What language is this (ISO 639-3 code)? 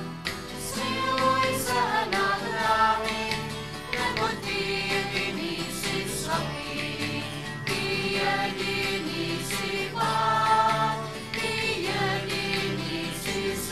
ces